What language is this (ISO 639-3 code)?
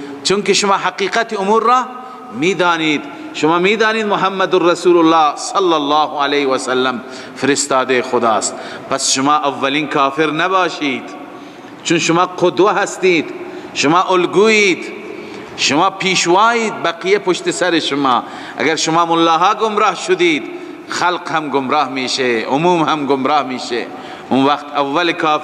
fas